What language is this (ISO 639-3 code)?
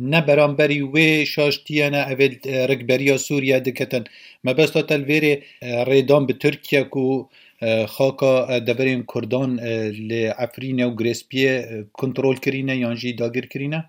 kur